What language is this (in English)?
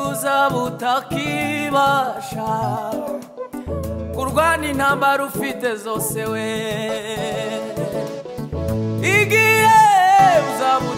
Kinyarwanda